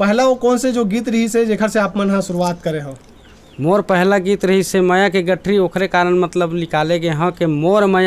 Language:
Chhattisgarhi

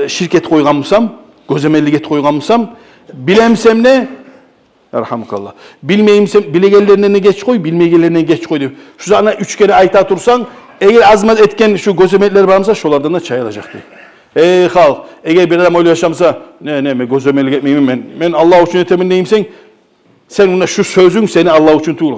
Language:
Kumyk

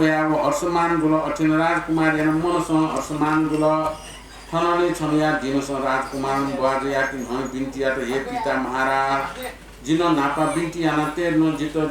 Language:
Newari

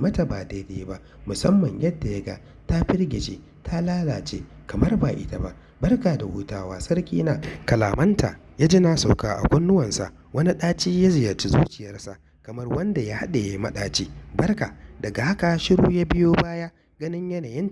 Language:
Hausa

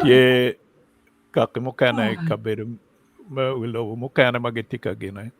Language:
Acoli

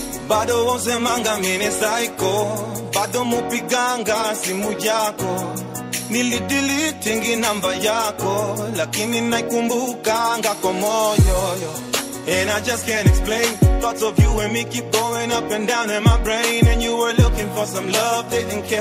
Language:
Swahili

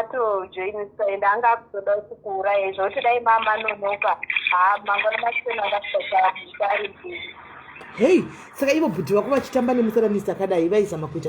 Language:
Shona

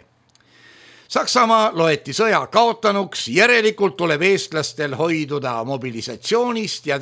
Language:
Estonian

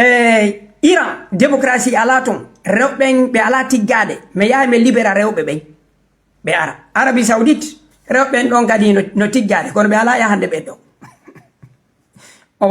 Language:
Fula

